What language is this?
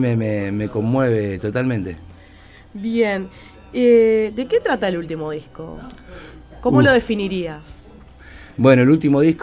Spanish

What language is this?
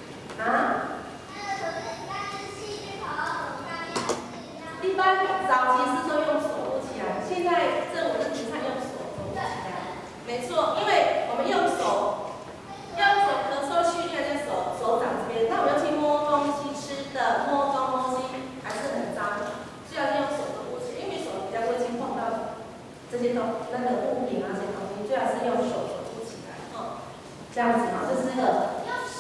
Chinese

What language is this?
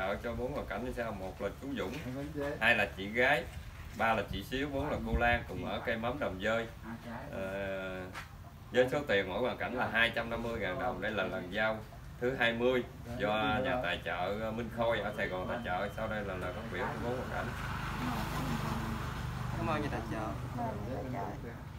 Vietnamese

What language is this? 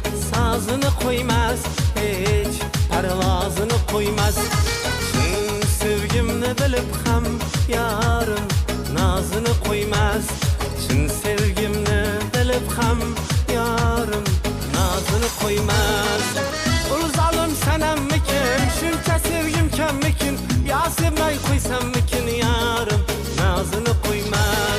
Kara-Kalpak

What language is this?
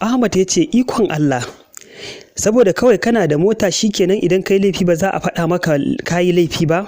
Hausa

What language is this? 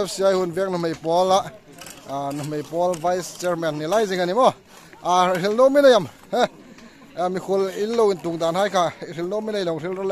Hmar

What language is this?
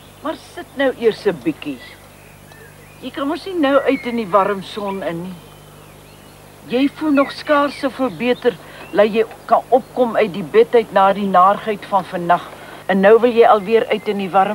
Afrikaans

